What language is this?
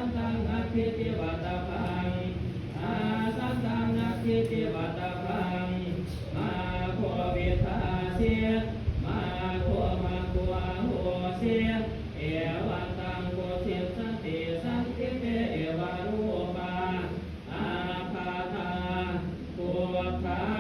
Pali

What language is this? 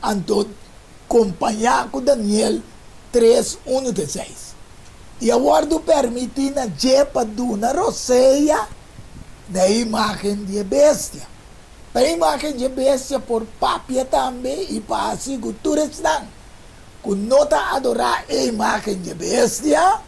Papiamento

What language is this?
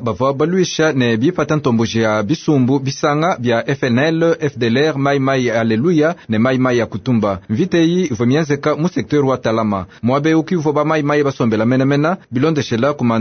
Luba-Lulua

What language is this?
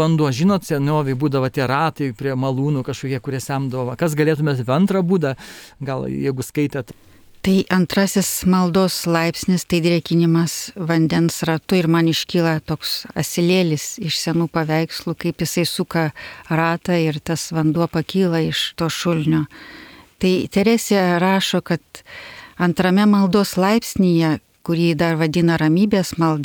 Lithuanian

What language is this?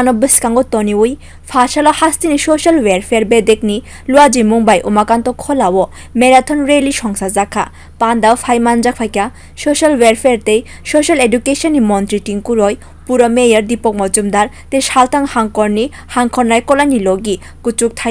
Kok Borok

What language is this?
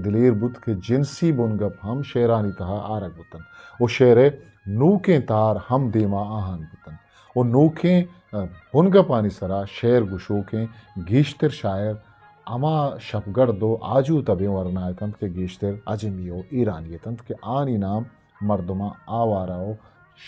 Eastern Balochi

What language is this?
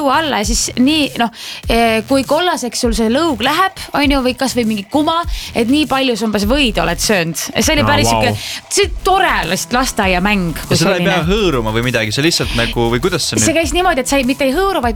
Estonian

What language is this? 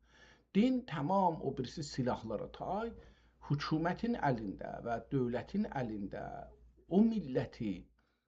South Azerbaijani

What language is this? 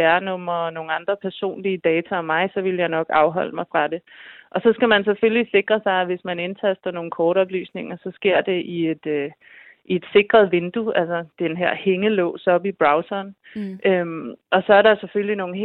Danish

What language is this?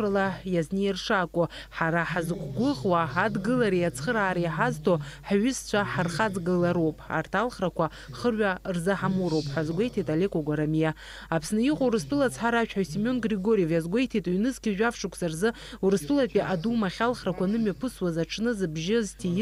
Abkhazian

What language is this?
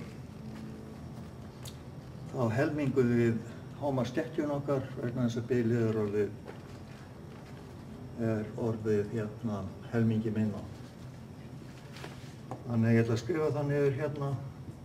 Icelandic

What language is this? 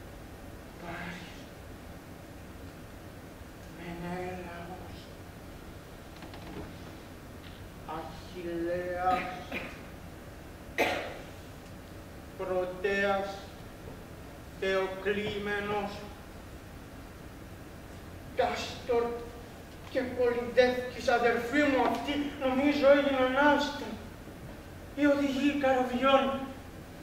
Greek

